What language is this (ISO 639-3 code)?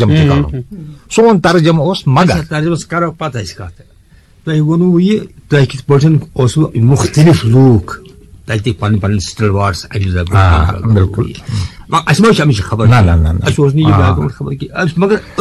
kas